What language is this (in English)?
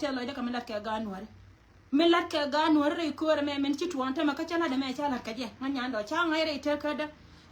Nuer